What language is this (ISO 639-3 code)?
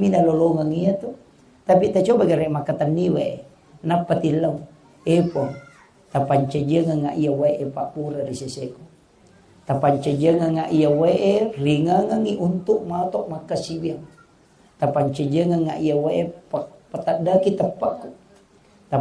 bug